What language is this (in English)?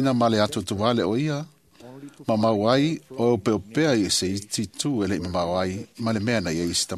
Samoan